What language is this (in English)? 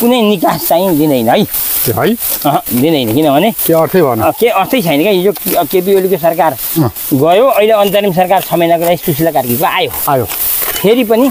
Nepali